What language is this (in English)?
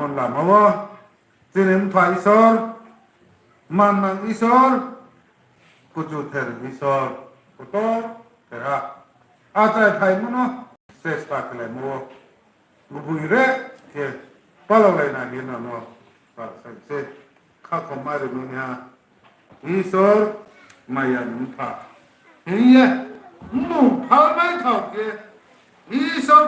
Riang (India)